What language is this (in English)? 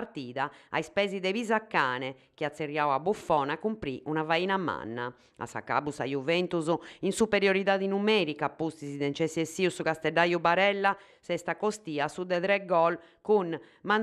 Sardinian